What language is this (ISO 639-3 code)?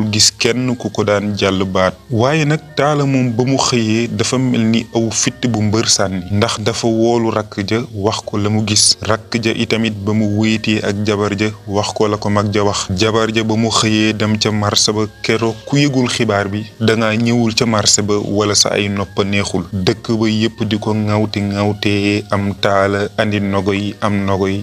wol